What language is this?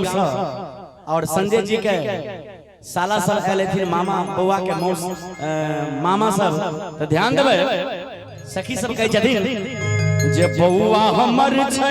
Maithili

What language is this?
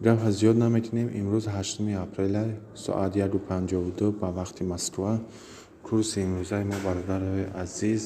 Tajik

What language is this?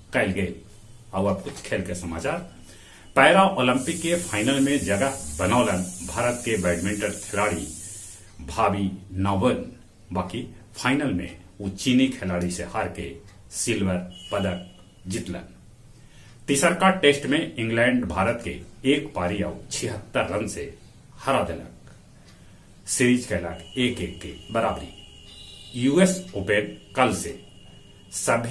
Magahi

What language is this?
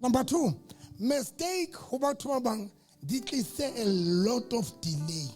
Southern Sotho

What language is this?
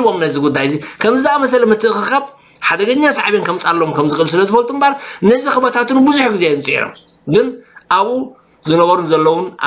Tigrinya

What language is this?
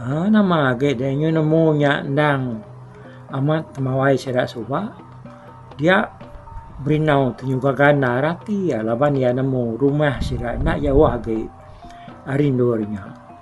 Iban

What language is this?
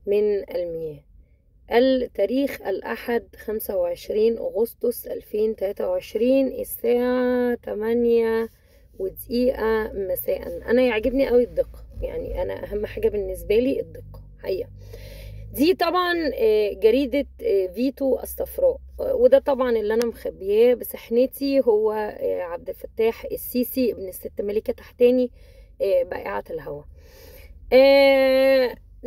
Egyptian Arabic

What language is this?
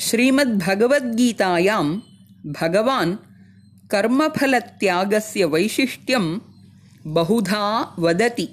Sanskrit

